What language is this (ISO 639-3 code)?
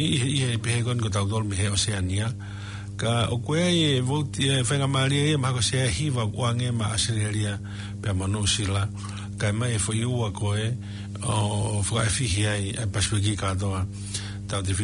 ton